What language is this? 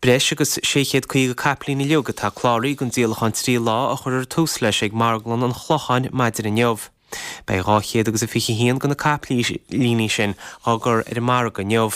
Irish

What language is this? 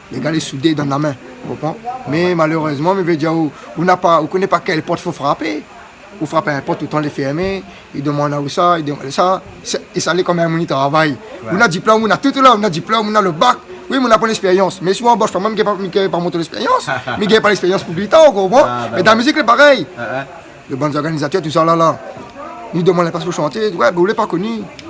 Réunion Creole French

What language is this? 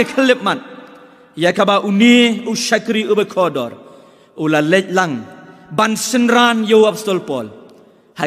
Khasi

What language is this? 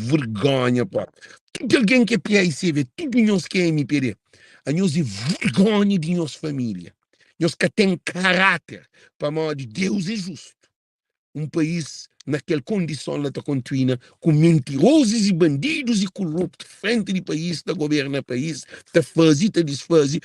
Kabuverdianu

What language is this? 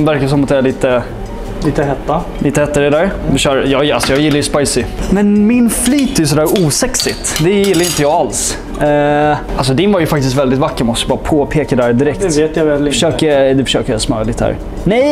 Swedish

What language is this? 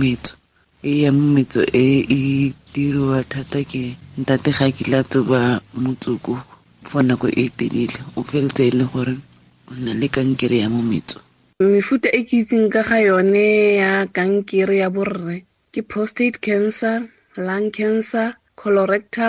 Tswana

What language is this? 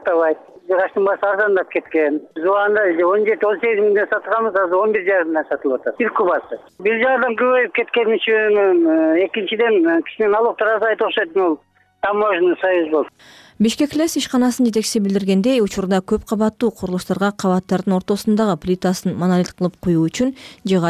Kyrgyz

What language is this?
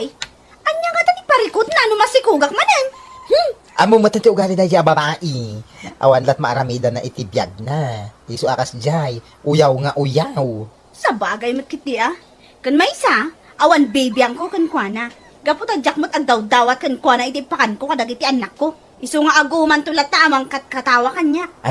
Iloko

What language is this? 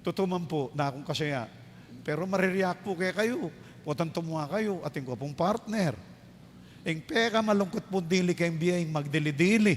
Pampanga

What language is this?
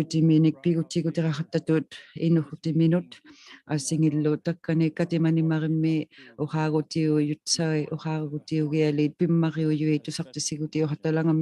Inuktitut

